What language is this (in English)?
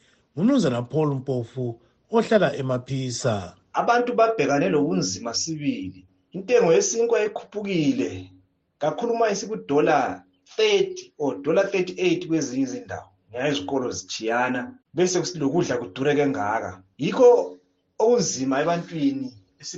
North Ndebele